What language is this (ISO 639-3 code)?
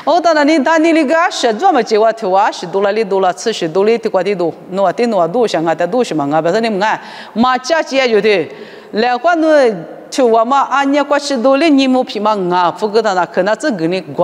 lis